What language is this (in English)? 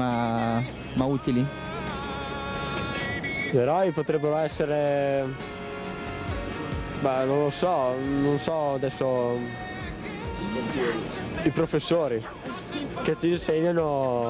Italian